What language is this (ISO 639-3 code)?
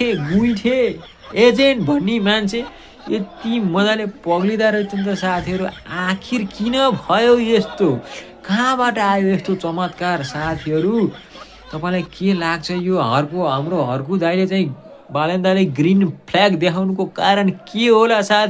nep